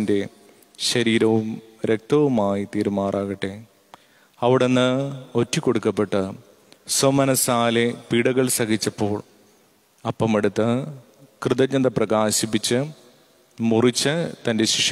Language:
Malayalam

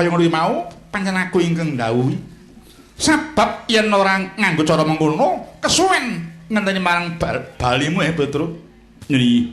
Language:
Javanese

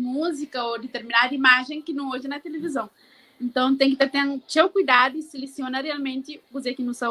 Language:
Kabuverdianu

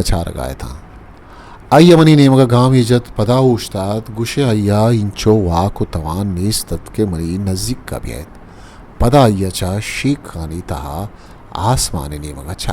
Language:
Eastern Balochi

